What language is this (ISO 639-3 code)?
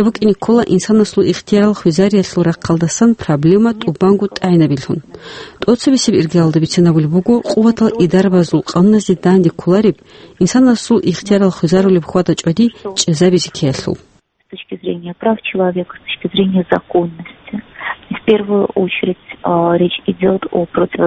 ava